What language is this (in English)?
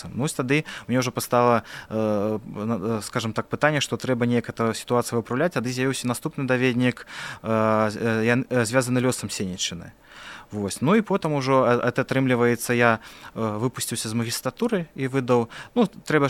Belarusian